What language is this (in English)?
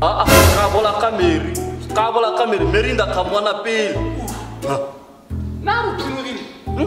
Tswana